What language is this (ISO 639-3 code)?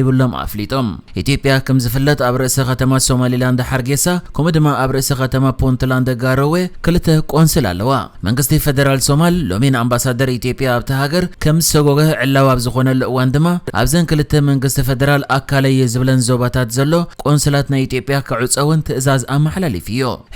tir